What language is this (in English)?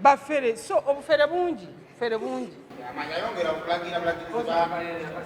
Ganda